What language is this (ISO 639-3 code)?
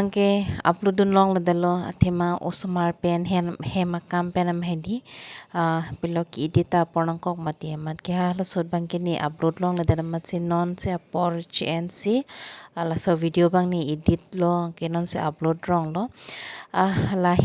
mjw